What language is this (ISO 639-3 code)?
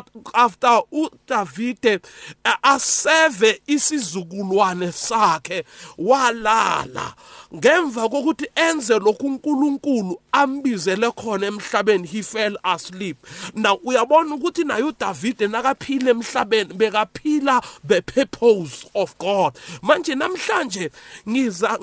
nbl